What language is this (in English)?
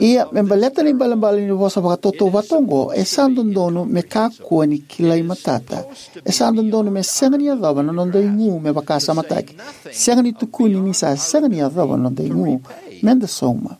Fijian